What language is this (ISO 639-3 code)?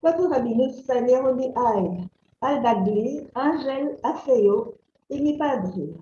lad